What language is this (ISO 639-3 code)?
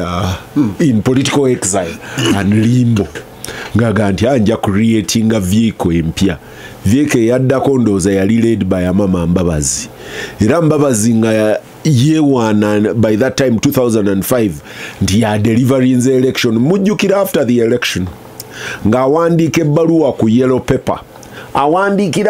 lug